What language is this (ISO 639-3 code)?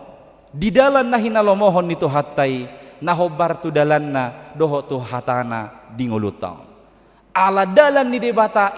bbc